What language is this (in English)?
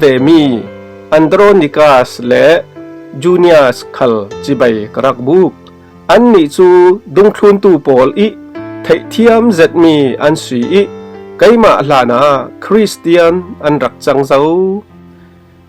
Falam Chin